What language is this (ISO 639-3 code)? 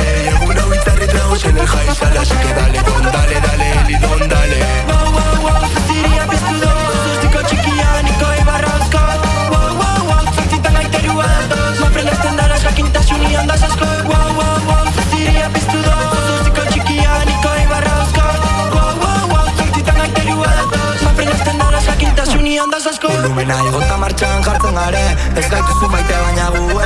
eus